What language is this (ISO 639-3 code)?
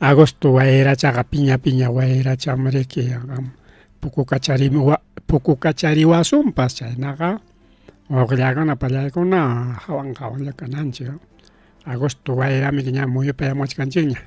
quy